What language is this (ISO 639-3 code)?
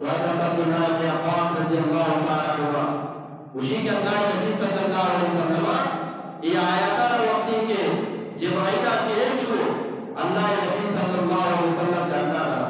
bgp